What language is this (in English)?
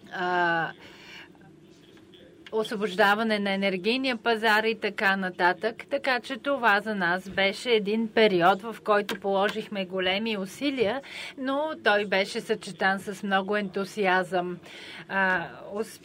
Bulgarian